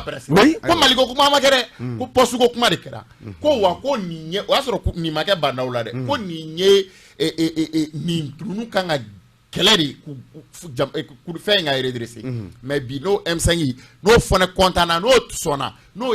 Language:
Bambara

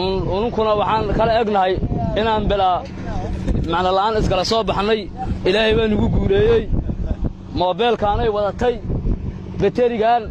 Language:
Somali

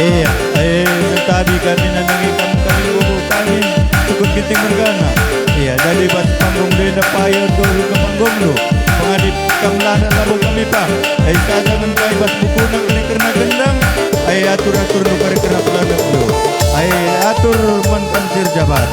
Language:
Batak Karo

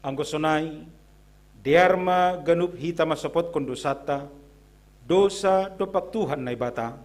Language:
Batak Simalungun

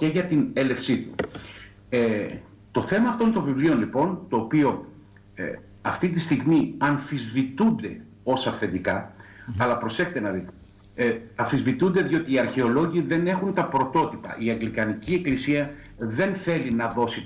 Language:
Greek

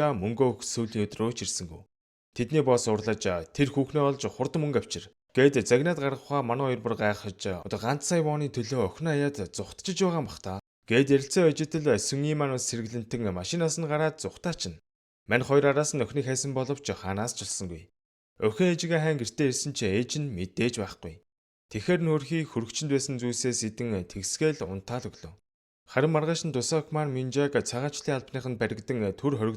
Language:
Mongolian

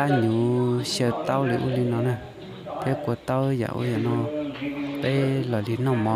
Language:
Hmong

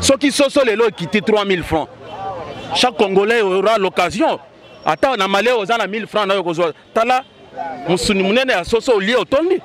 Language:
Lingala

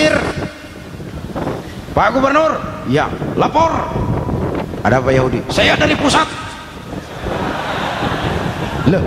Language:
Indonesian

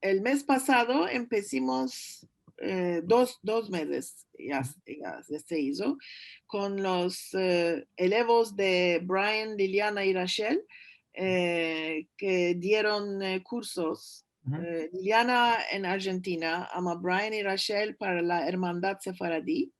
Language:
Ladino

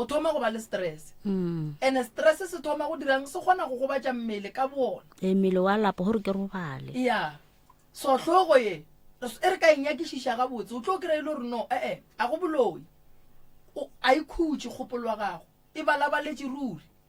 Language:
Northern Sotho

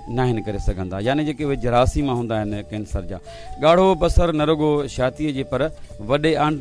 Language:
Sindhi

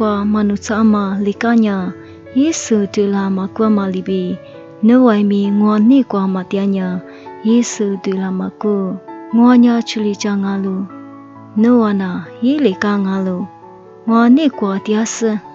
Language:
Lisu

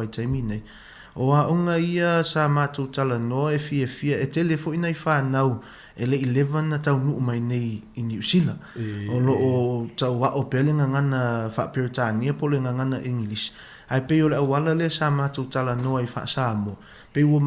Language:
Samoan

